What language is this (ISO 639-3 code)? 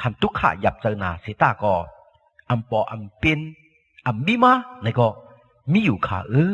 shn